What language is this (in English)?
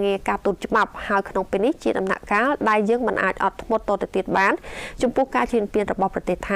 Khmer